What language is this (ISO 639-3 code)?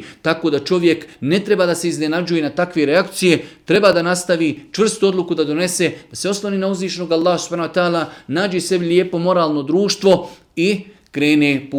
srp